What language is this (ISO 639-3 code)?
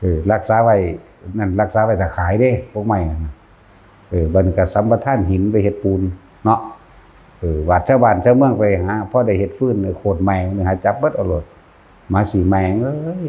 tts